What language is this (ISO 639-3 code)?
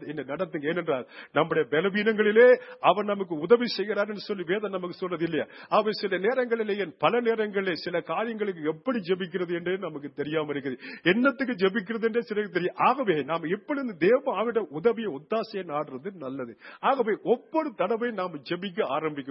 tam